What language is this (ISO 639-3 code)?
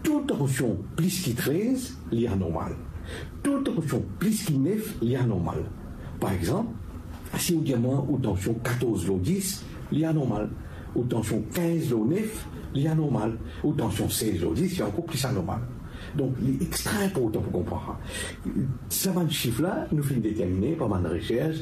mfe